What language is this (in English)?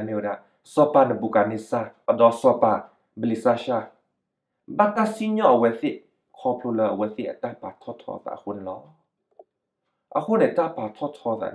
S'gaw Karen